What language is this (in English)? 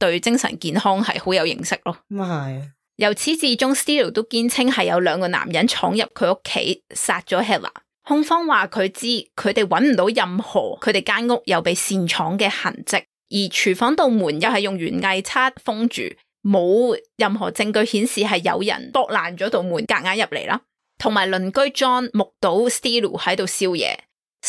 Cantonese